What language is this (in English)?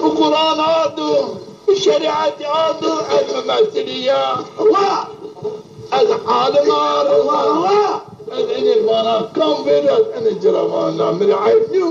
Zaza